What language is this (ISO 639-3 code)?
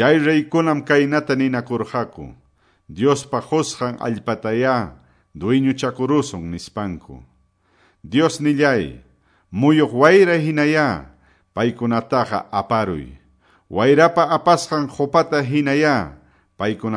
que